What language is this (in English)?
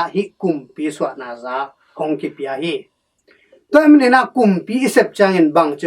Tedim Chin